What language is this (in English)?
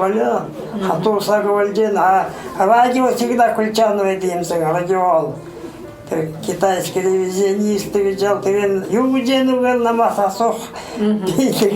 Buriat